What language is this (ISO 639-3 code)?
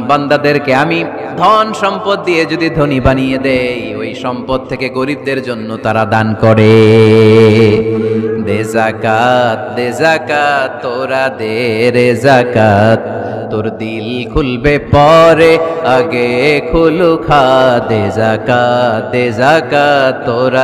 ben